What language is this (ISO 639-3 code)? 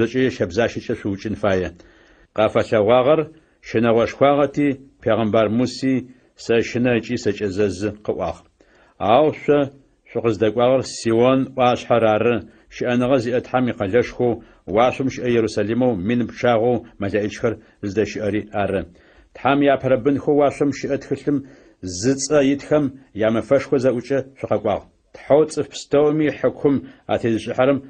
ady